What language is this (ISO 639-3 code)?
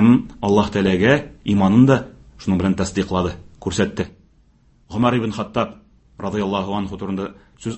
tat